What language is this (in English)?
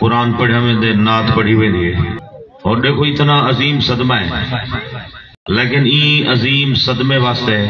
Saraiki